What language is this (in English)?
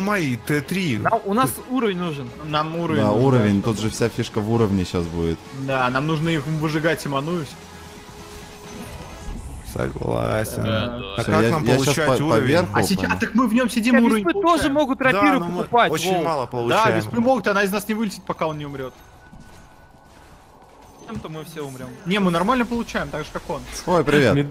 Russian